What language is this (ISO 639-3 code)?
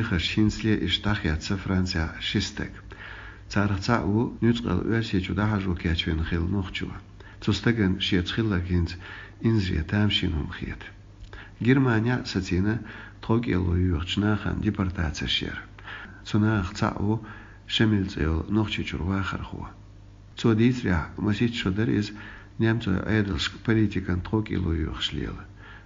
che